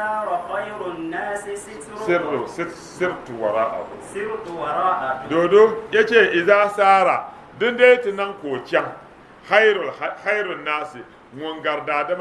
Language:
Dagbani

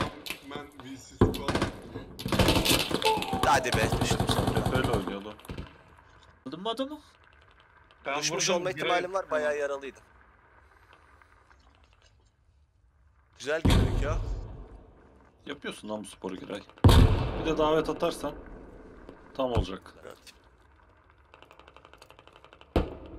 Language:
Turkish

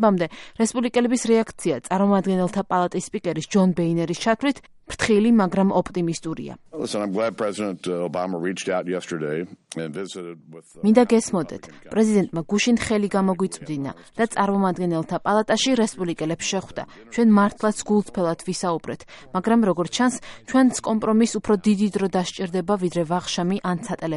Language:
Georgian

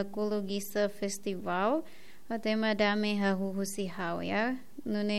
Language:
Tetum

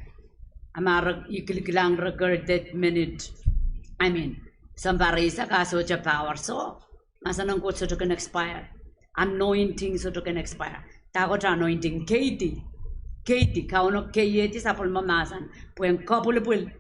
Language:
Pohnpeian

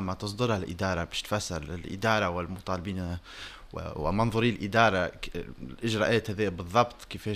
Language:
Tunisian Arabic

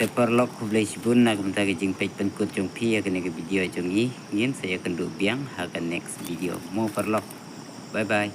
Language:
Khasi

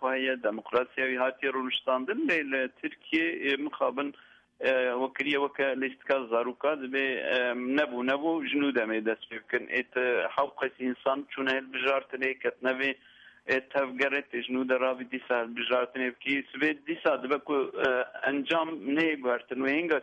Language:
Kurdish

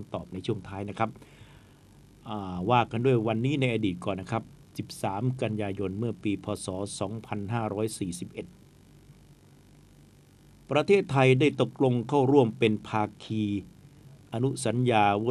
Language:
Thai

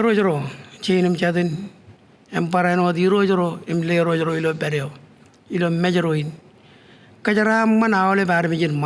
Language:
Marshallese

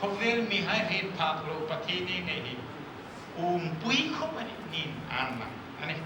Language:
Hmar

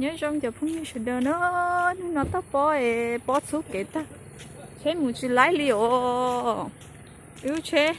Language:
Hmong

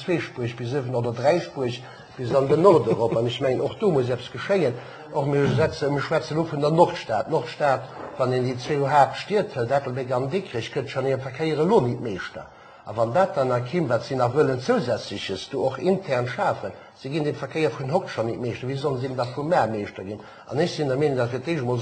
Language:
Luxembourgish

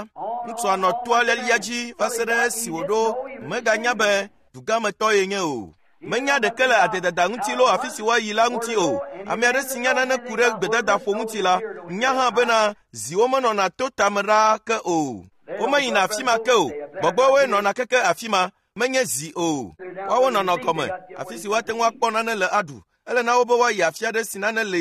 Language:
Ewe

